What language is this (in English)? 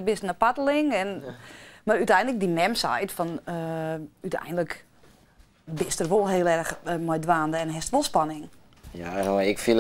Western Frisian